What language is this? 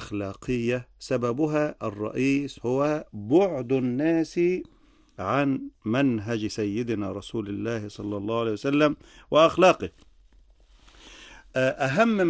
Arabic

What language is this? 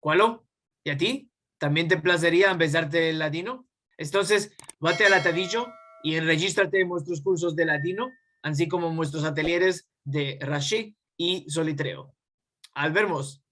Ladino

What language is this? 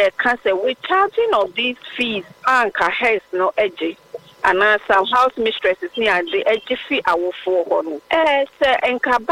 Akan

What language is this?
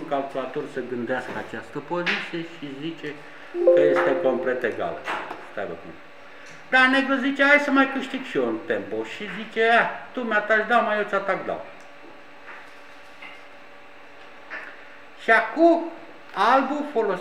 Romanian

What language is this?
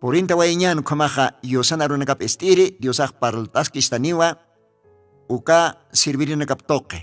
Aymara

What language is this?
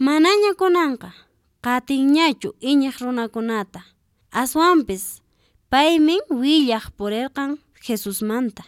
Quechua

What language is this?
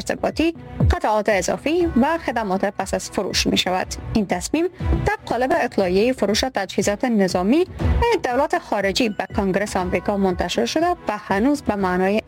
Persian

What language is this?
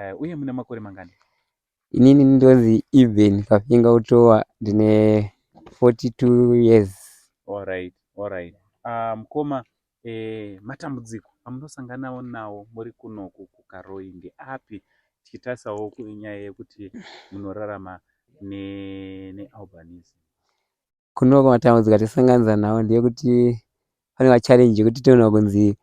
Shona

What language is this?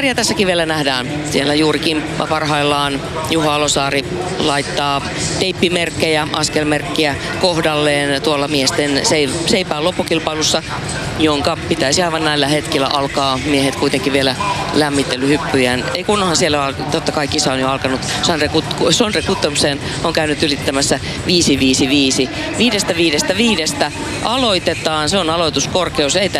Finnish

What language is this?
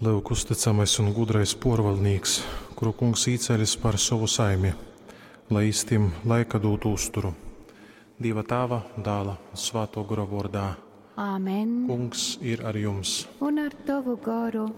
Latgalian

